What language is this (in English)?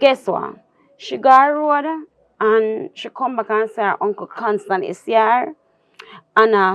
Jamaican Creole English